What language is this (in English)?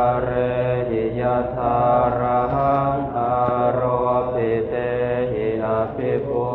Pali